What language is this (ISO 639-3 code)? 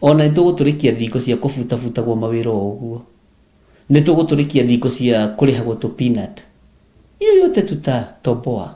kik